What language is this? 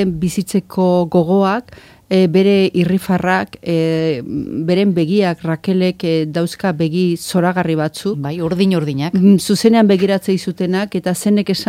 Basque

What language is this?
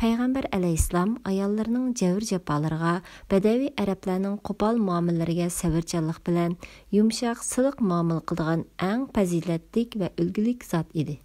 Uyghur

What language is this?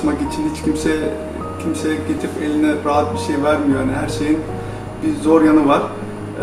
Turkish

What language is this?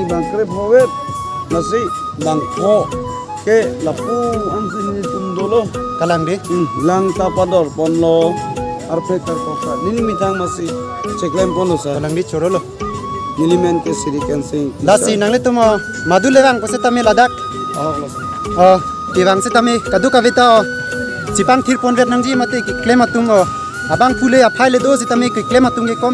Karbi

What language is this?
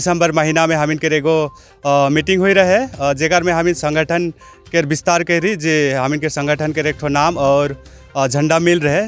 Sadri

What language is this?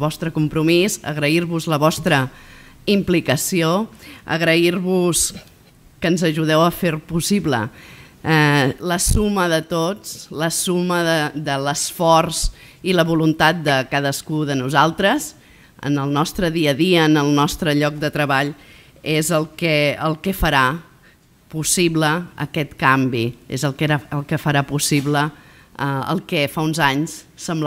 Catalan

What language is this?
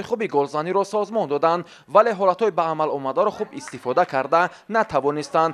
Tajik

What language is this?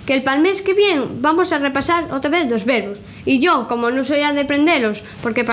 Asturian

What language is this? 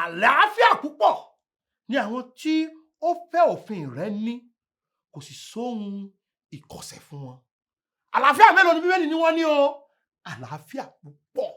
Yoruba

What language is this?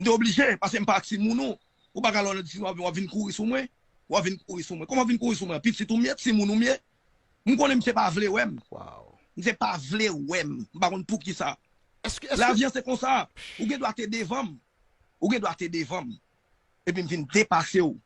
Haitian Creole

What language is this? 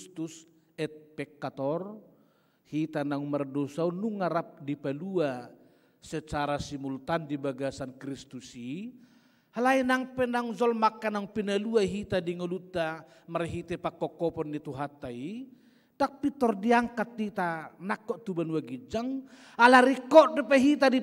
Batak Toba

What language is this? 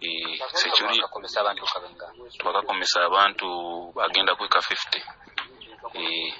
Nyoro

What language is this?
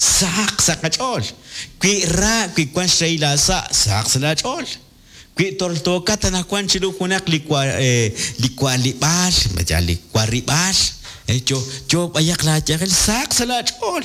Kekchí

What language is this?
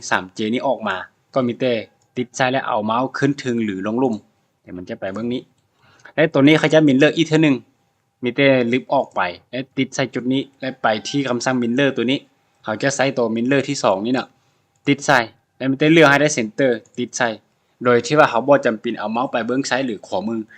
Lao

